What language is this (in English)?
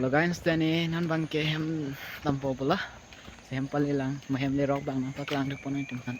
Karbi